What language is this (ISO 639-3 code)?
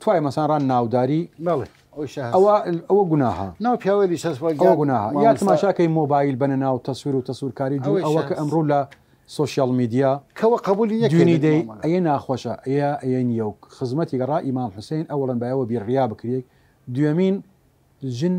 sdh